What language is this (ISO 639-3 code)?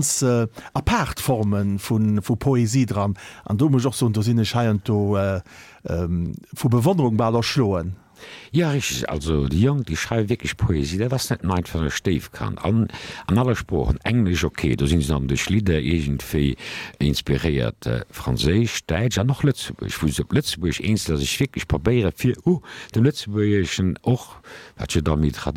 ltz